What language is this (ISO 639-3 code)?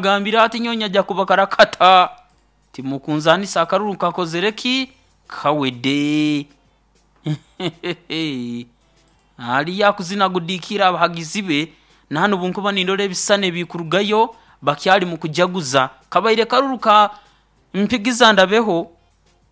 nyo